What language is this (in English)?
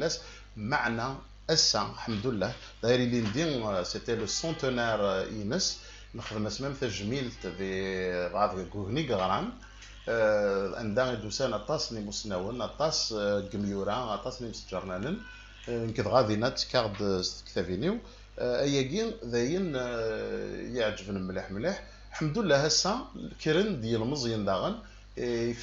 Kabyle